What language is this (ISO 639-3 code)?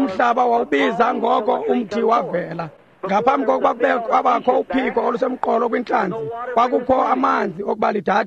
xho